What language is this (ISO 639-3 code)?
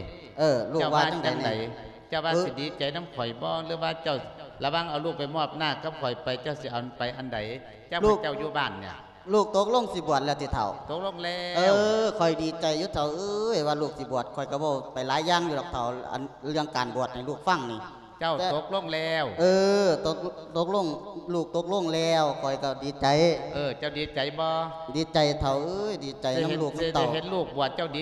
lao